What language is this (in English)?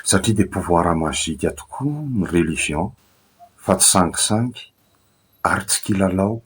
Malagasy